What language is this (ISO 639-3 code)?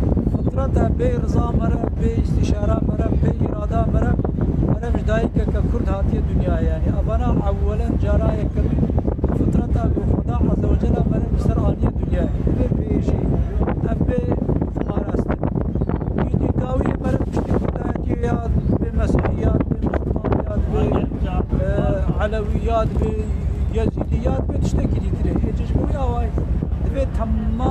kur